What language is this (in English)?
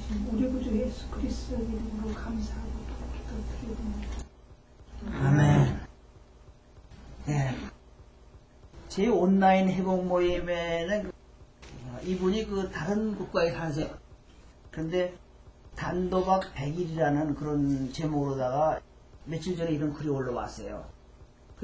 Korean